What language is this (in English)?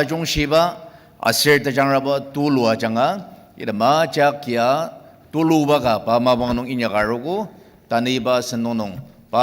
Ao Naga